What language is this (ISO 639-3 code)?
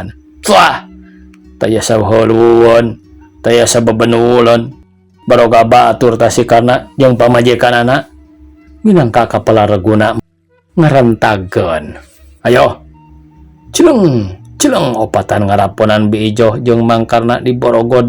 sun